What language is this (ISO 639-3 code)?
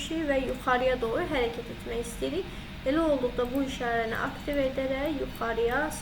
aze